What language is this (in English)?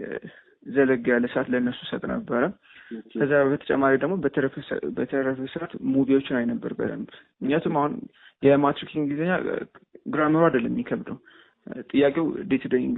Amharic